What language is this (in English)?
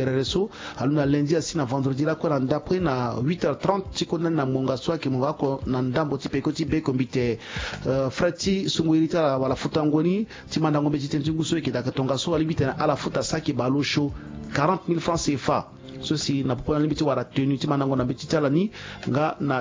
Sango